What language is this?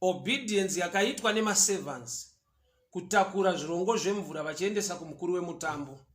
Shona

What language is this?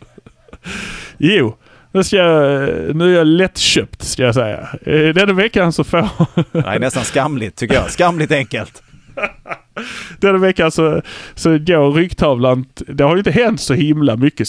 Swedish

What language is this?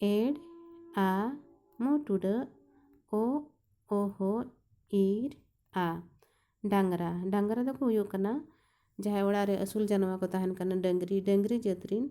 Santali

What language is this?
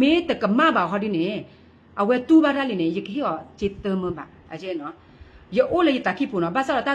S'gaw Karen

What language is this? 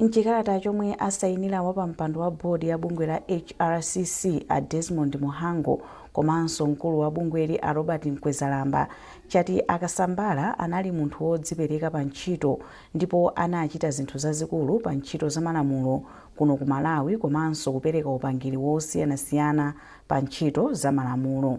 Nyanja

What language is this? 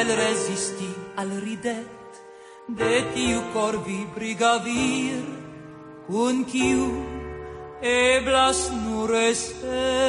Esperanto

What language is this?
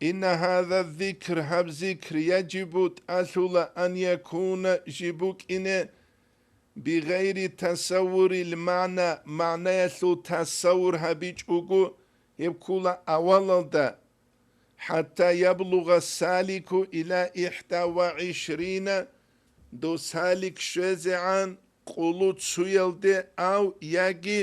Avaric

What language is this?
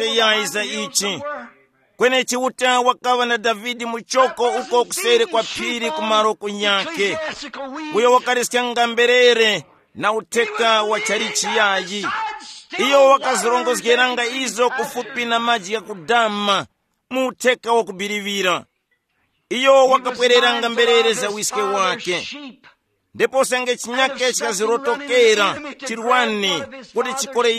Tumbuka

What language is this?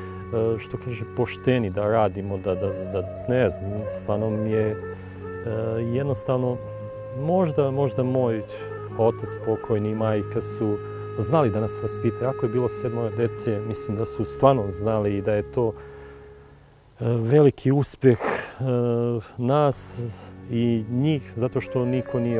Serbian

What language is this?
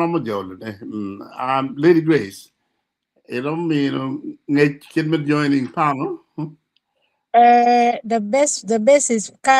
Acoli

